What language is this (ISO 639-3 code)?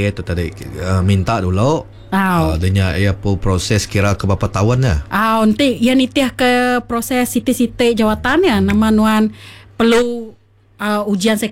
iba